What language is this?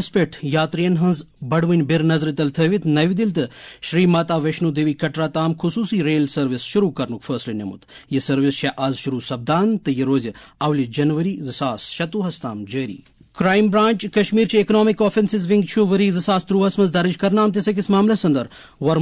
Kashmiri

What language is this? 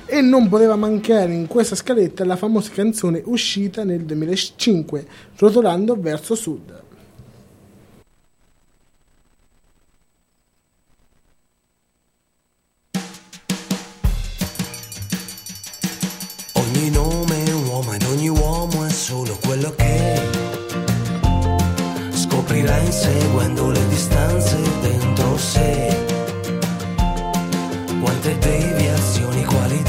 Italian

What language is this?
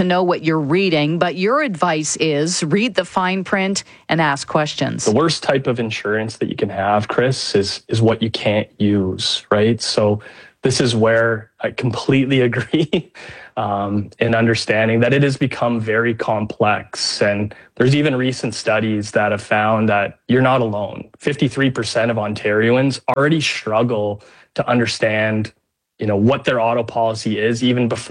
English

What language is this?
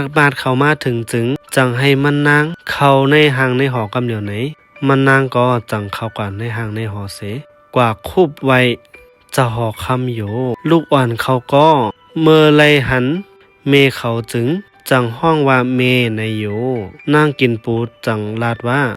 Shan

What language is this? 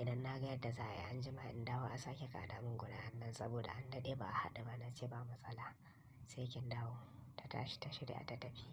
Hausa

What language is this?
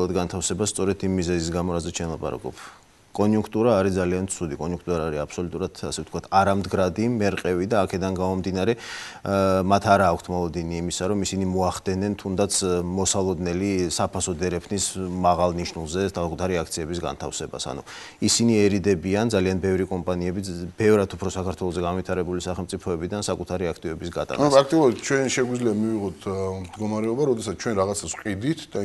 Georgian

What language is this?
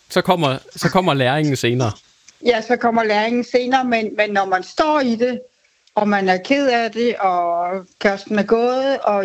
Danish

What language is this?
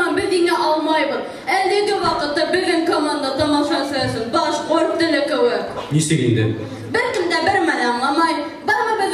Bashkir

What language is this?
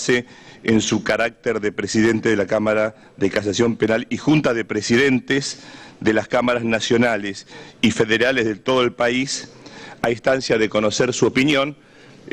Spanish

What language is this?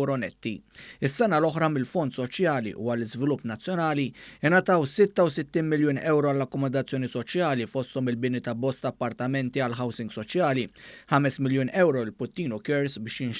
Maltese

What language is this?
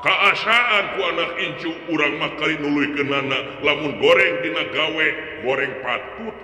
Sundanese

